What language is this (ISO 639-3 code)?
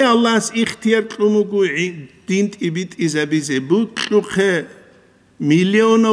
ava